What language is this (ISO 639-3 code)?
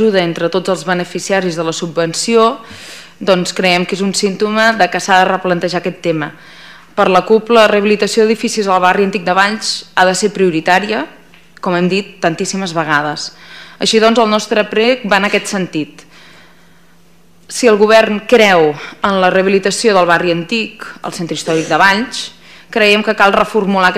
cat